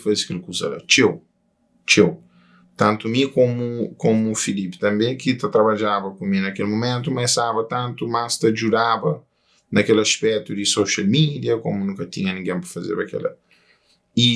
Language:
Kabuverdianu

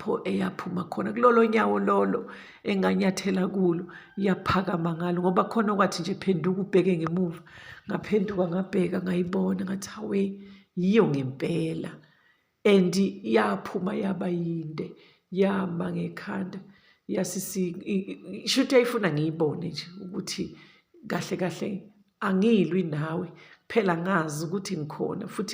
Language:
Zulu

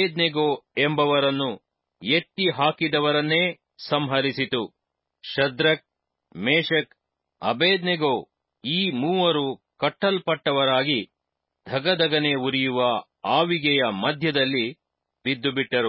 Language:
Kannada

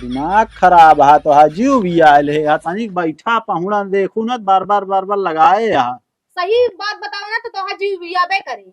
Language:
Awadhi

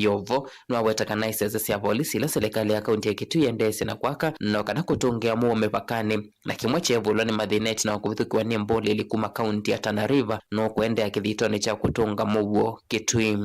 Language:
Kamba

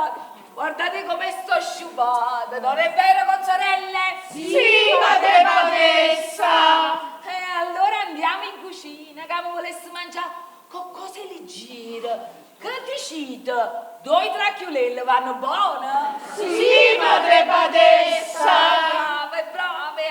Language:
Neapolitan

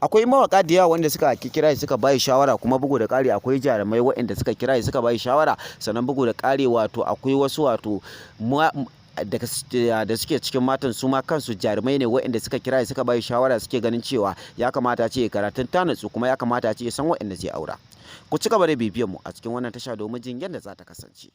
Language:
Hausa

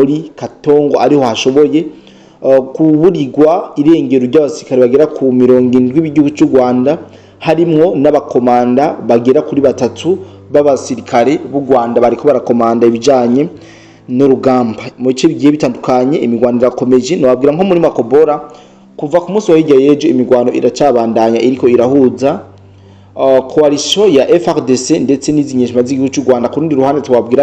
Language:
Rundi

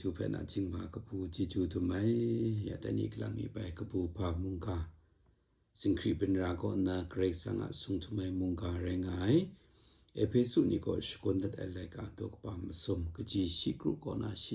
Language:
Kachin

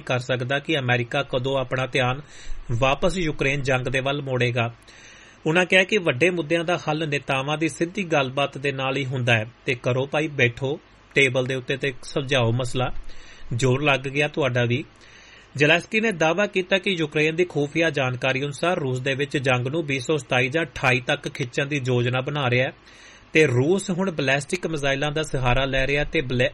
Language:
Punjabi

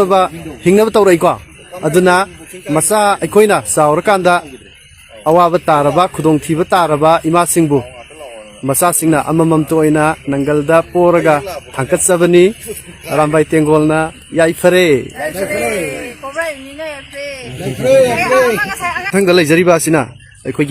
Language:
Manipuri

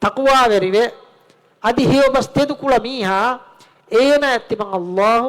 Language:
Divehi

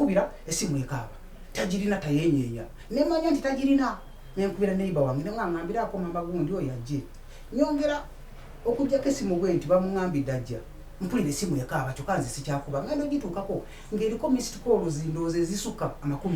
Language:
Ganda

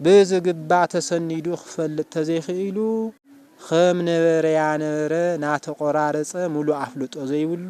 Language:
Tigrinya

